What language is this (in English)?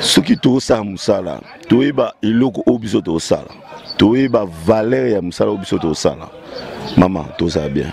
Lingala